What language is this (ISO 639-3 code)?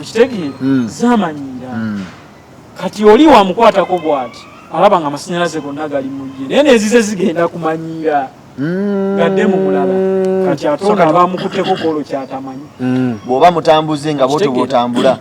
lug